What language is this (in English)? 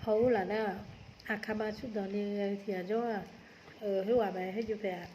Akha